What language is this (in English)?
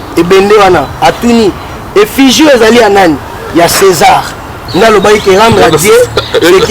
Lingala